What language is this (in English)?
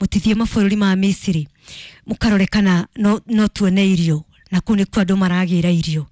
Kikuyu